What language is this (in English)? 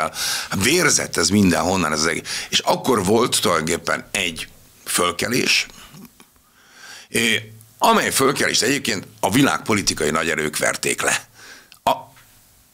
Hungarian